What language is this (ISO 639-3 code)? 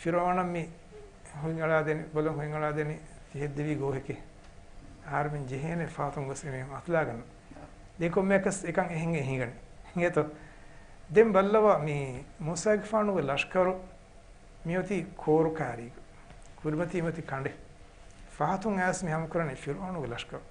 div